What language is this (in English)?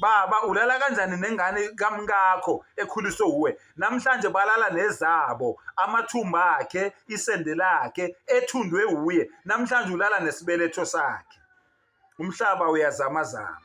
Zulu